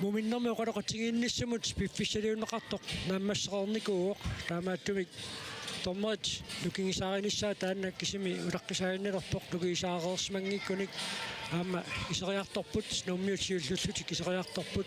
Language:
Kalaallisut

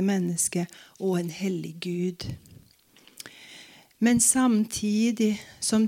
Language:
Norwegian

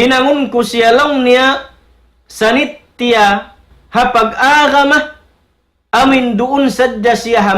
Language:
Tausug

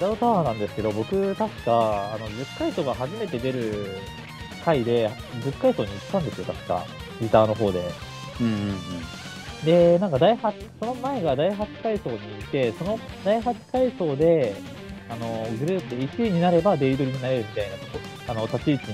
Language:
Japanese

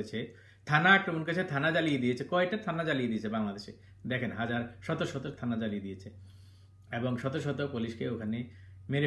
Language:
Bangla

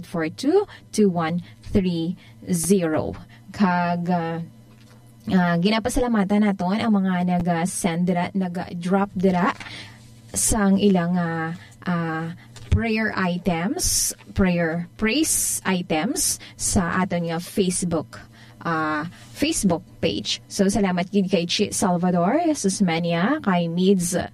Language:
Hiligaynon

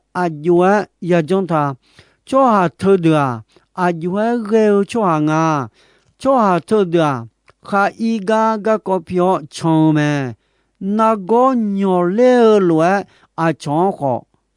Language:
Akha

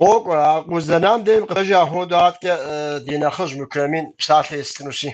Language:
Kabardian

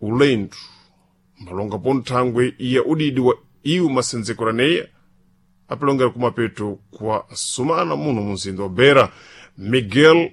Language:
Sena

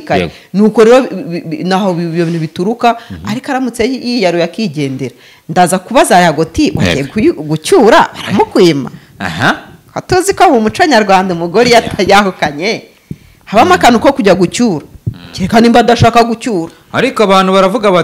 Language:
Kinyarwanda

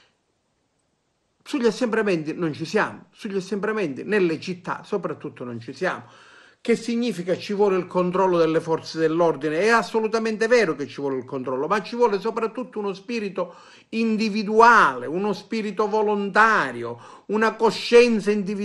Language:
Italian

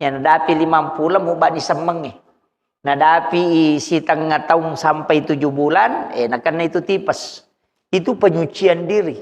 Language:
Buginese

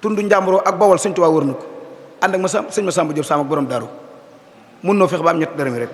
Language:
Wolof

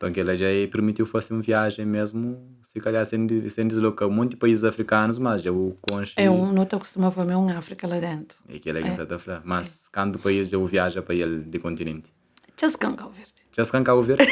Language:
Kabuverdianu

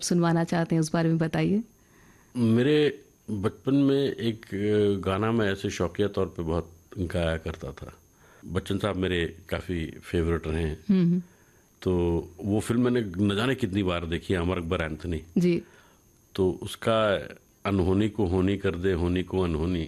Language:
Hindi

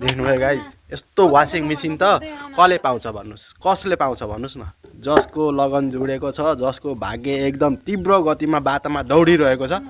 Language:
Nepali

